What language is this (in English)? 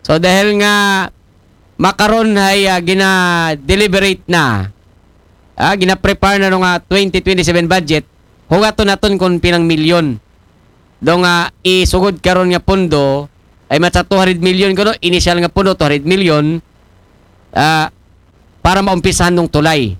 Aklanon